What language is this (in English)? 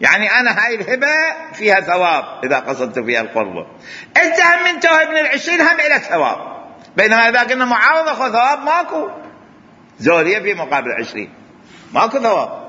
Mesopotamian Arabic